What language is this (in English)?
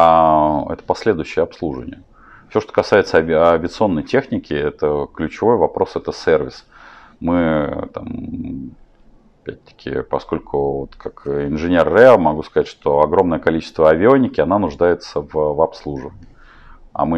Russian